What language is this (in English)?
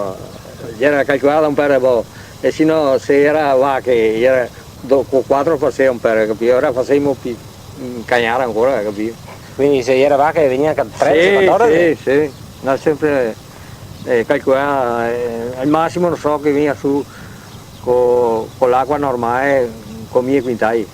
Venetian